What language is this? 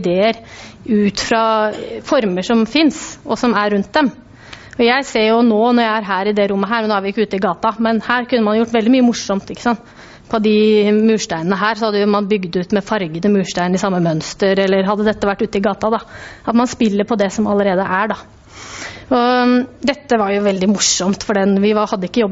Norwegian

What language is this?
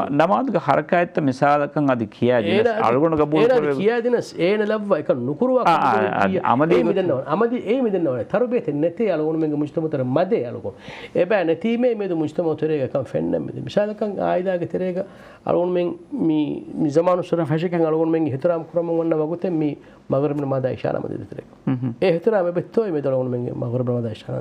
Divehi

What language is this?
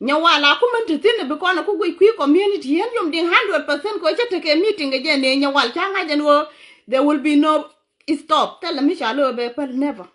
Nuer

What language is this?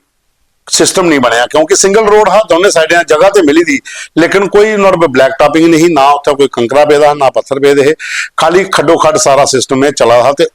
Dogri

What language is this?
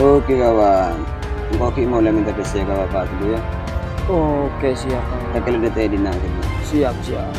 Madurese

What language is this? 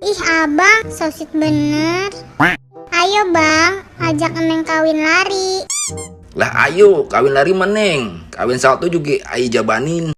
Betawi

